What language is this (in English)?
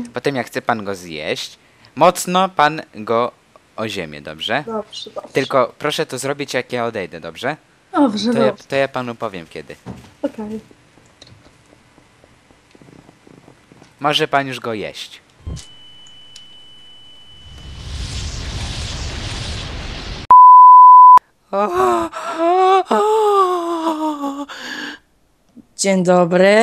Polish